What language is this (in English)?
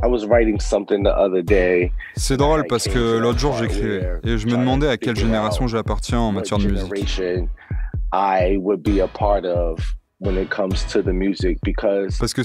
French